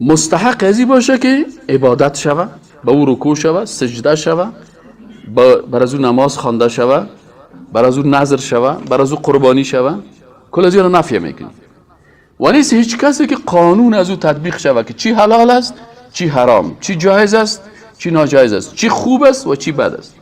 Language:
Persian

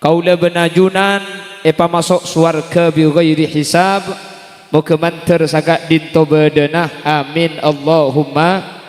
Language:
Madurese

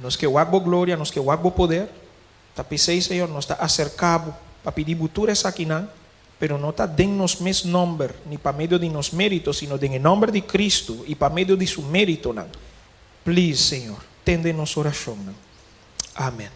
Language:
Papiamento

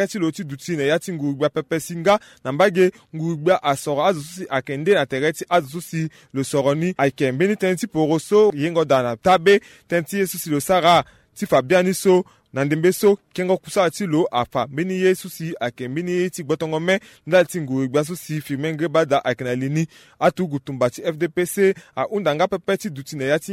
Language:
Sango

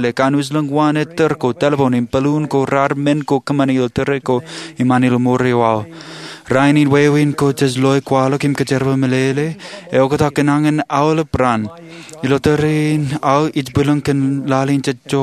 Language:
Marshallese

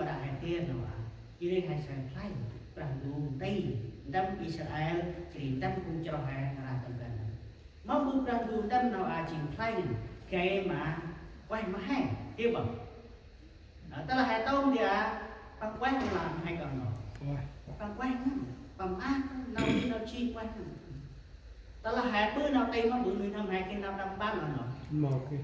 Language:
Central Mnong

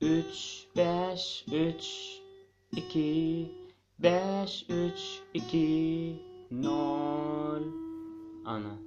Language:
Turkmen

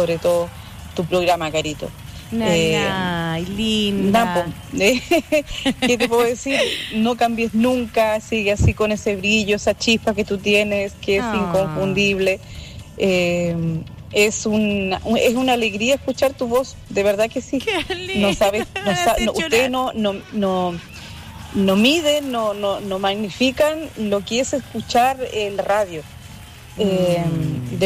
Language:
Spanish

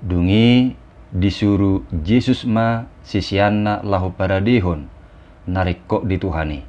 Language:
Batak Toba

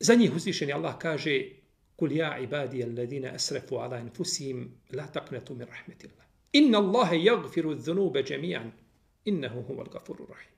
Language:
Bosnian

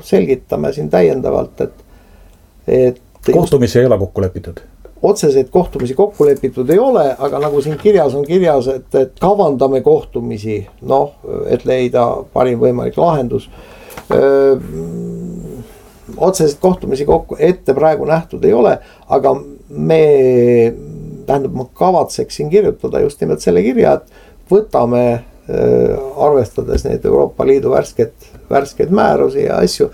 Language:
Estonian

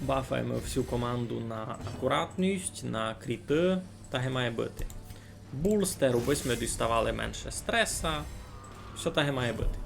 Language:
Rusyn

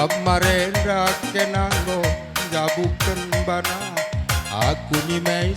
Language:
Batak Karo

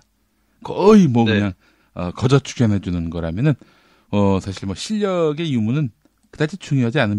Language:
Korean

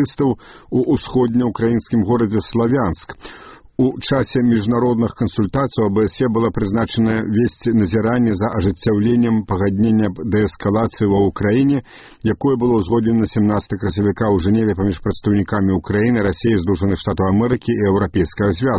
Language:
Belarusian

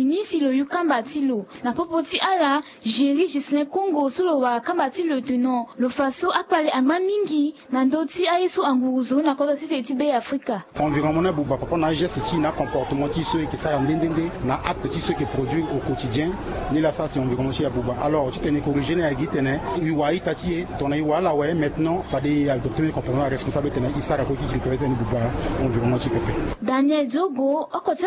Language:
Sango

